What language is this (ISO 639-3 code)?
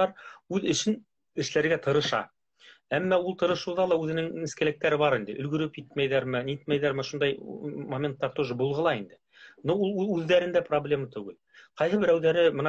bak